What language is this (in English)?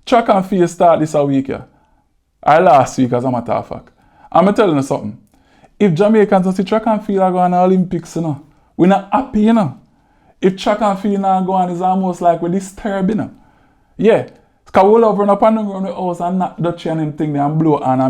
Jamaican Creole English